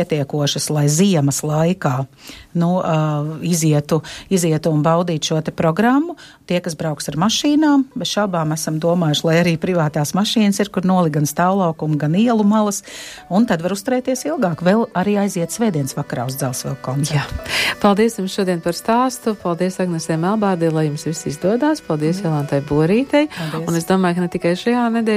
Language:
Latvian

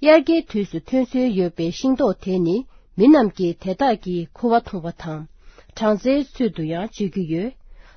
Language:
Tibetan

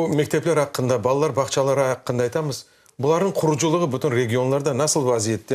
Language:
Crimean Tatar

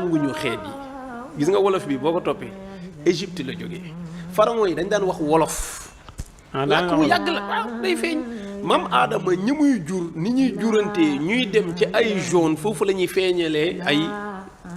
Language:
Wolof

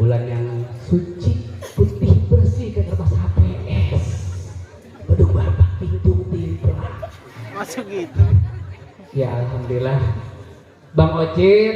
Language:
Betawi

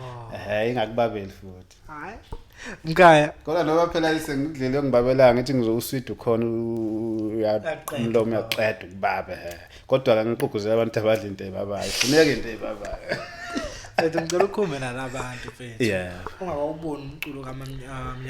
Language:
Zulu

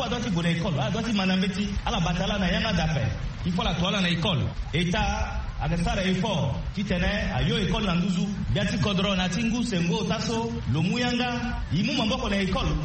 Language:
Sango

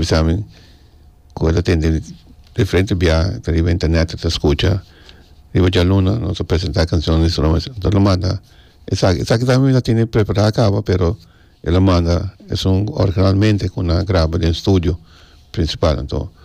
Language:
Papiamento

